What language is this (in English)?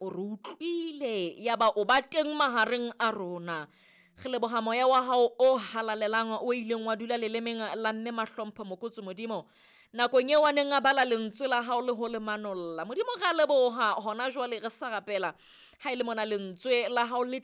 Southern Sotho